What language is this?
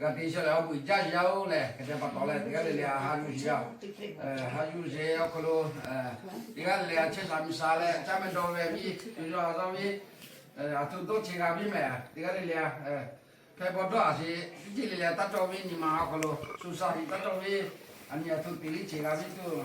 Lahu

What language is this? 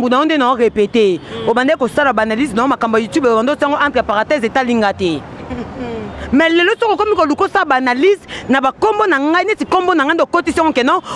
Lingala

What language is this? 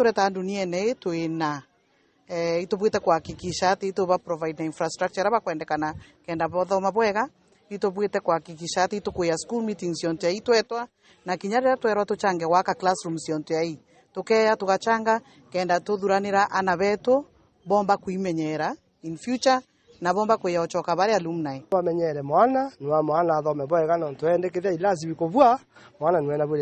Meru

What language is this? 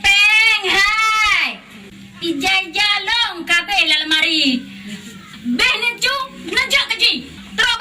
Achinese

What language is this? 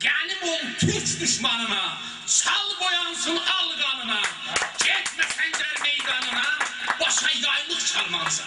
South Azerbaijani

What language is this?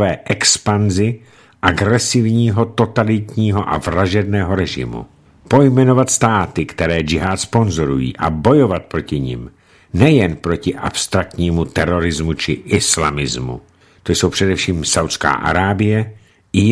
Czech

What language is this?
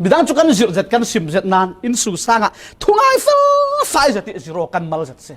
Falam Chin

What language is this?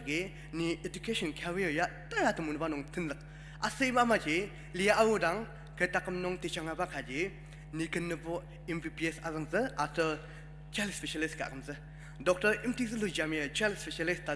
Ao Naga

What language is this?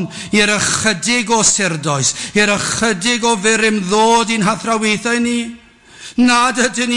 Welsh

